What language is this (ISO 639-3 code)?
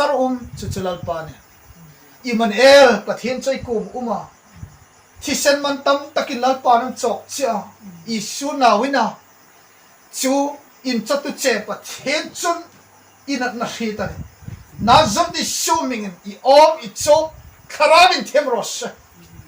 hmr